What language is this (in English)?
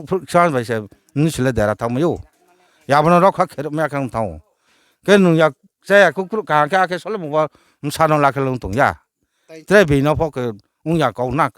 Riang (India)